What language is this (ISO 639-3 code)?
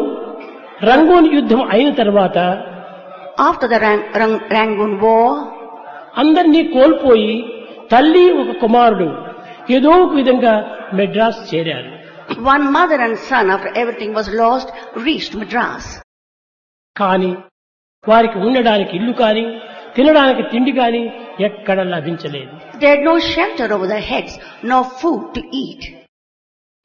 tel